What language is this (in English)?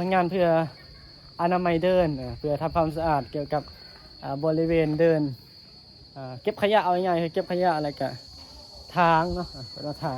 Northeastern Thai